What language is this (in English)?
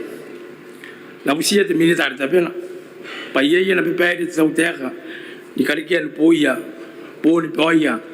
Gilbertese